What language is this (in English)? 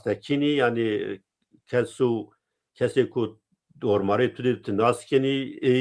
Zaza